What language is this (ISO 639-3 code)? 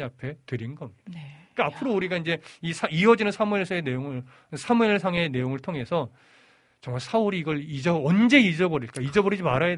kor